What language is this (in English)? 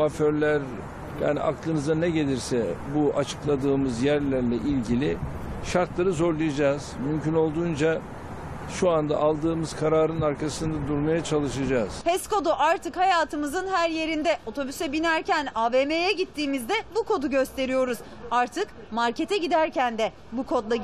Turkish